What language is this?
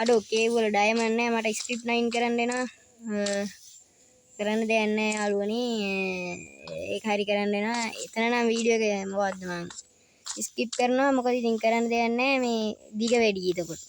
Sinhala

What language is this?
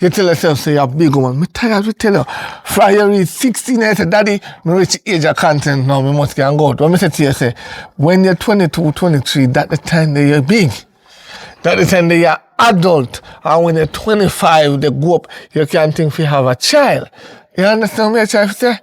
Jamaican Creole English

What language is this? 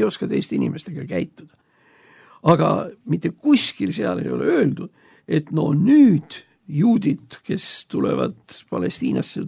Estonian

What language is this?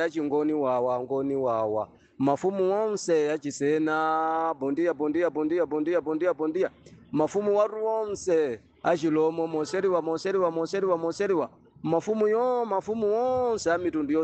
Nyanja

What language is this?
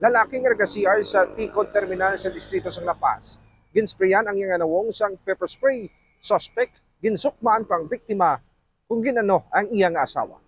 Hiligaynon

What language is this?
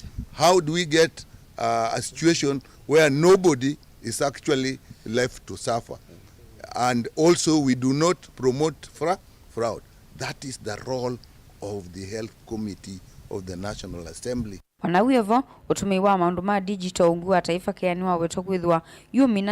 Kamba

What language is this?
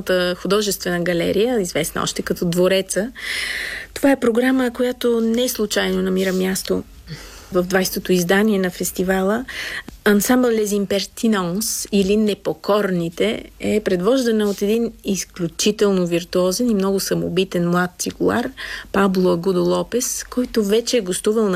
Bulgarian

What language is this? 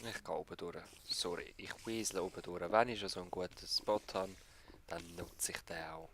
Swiss German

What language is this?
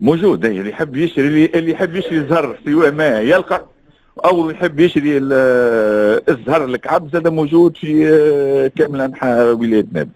Tunisian Arabic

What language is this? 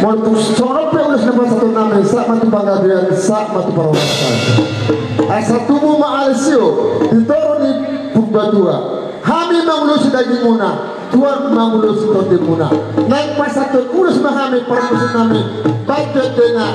Batak Toba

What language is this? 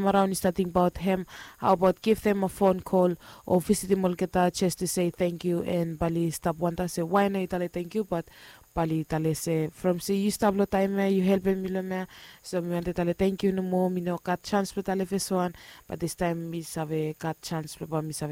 Bislama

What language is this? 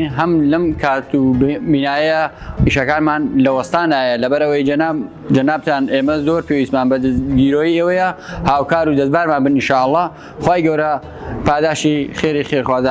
Central Kurdish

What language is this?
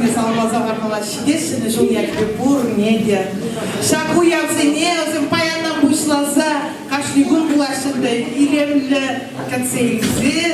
Chuvash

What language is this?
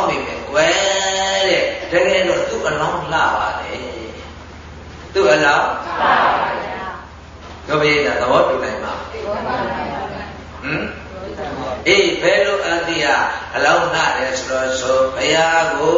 Burmese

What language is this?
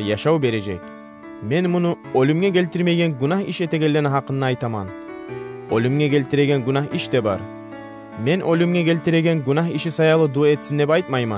Kumyk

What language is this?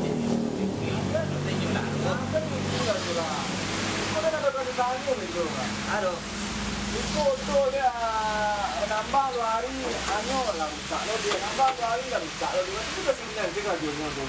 Minangkabau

